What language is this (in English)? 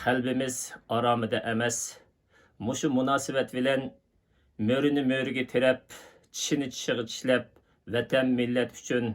Uyghur